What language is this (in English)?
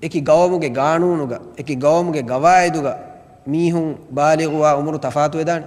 Divehi